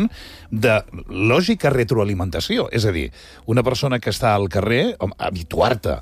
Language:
Catalan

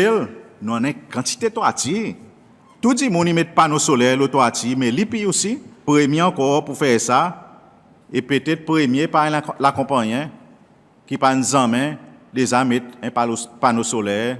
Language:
Seselwa Creole French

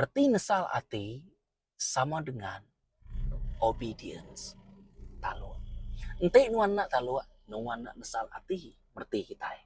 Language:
Iban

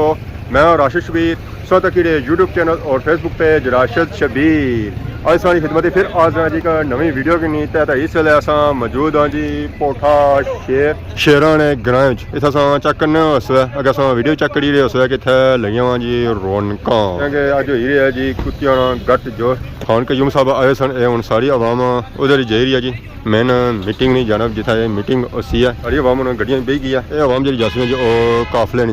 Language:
Pahari-Potwari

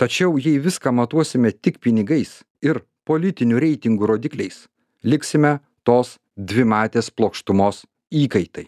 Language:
Lithuanian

